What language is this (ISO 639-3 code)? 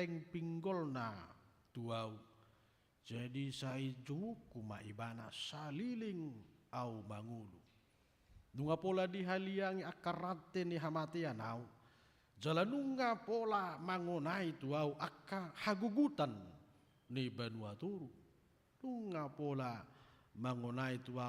bbc